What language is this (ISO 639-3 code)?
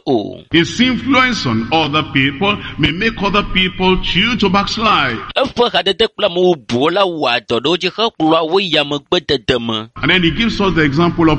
ewe